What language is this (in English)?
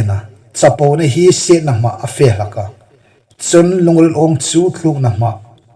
Hmar